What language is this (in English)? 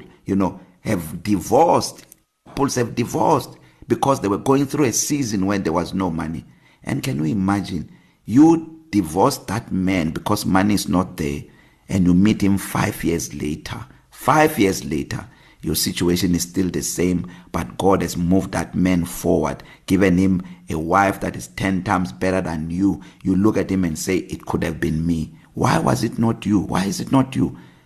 English